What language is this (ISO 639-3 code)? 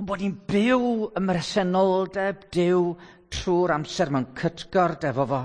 cym